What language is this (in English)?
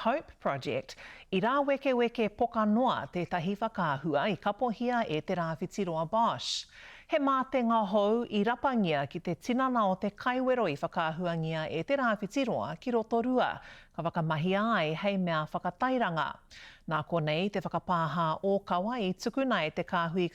Māori